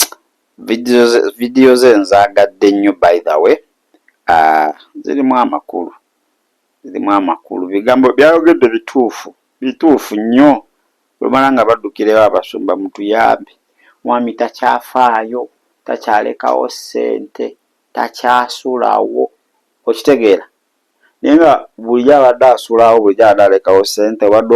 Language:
Ganda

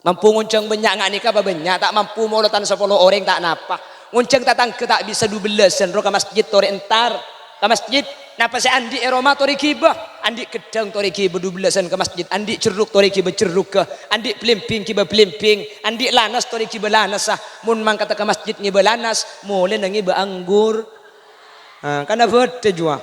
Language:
Madurese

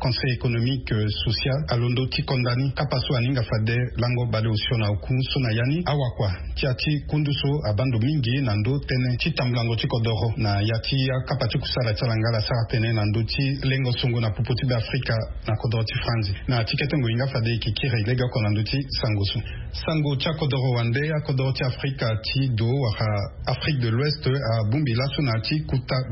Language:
Sango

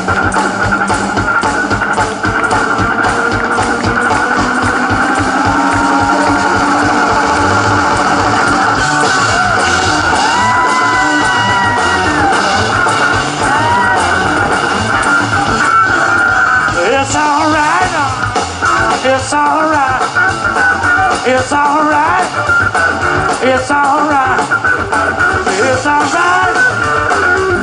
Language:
English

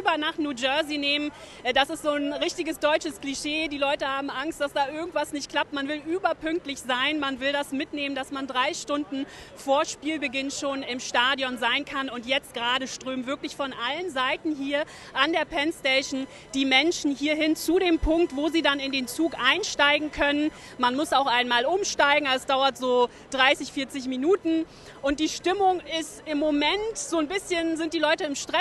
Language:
German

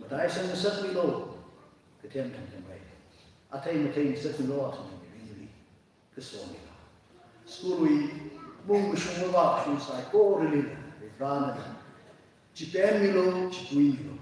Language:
Tangkhul Naga (India)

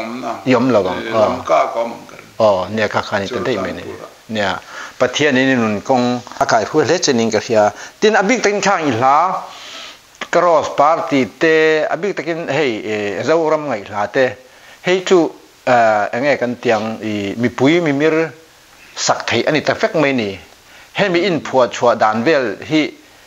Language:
Mizo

